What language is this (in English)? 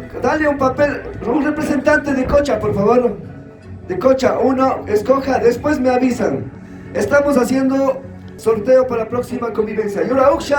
Chimborazo Highland Quichua